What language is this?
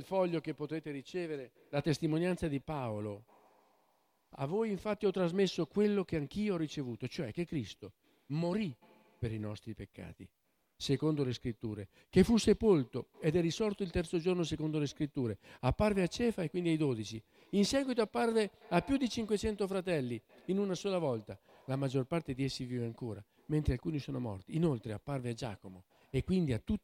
Italian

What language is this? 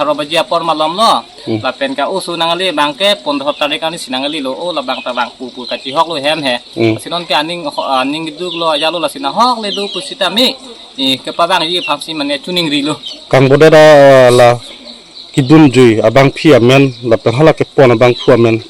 Karbi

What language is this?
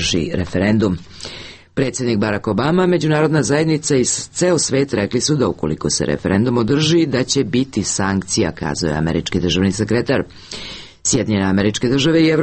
Serbian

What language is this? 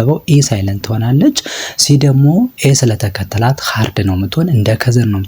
Amharic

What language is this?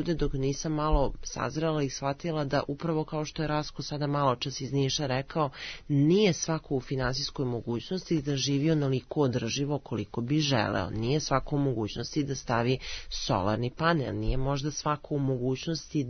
Serbian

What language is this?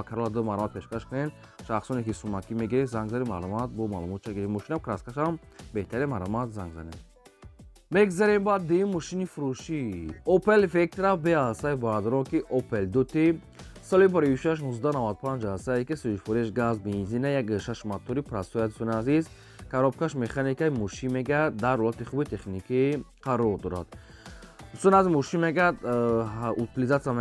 Tajik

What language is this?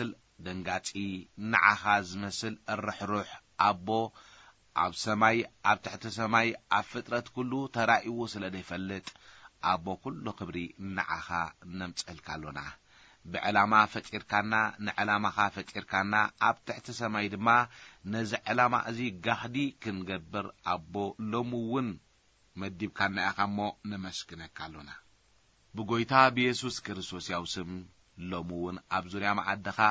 Tigrinya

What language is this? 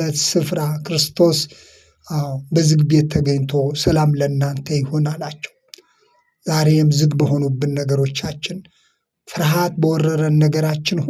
Amharic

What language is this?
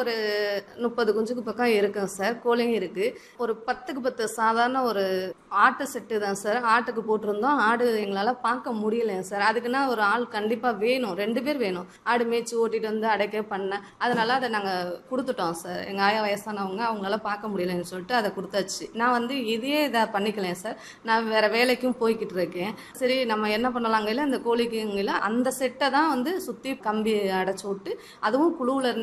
Tamil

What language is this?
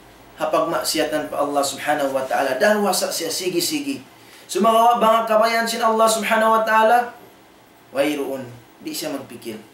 Tausug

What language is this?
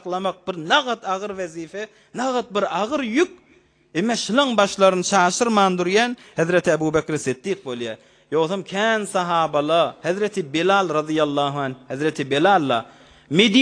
Turkmen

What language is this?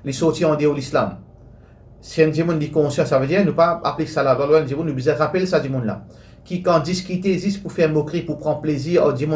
Morisyen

